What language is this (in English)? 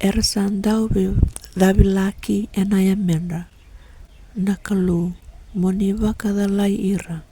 Fijian